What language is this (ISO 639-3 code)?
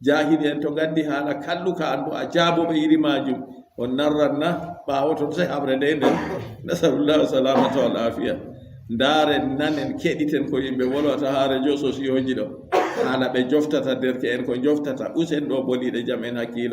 ful